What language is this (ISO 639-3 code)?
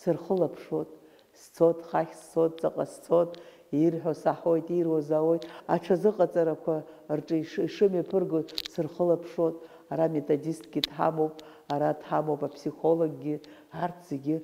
abk